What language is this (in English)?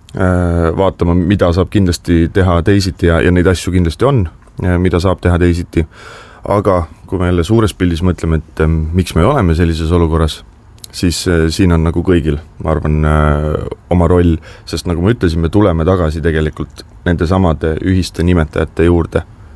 Estonian